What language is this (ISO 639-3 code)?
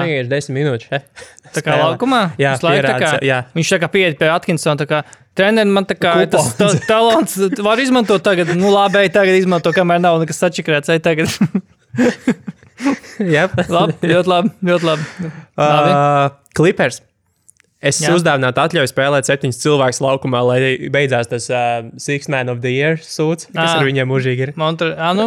lav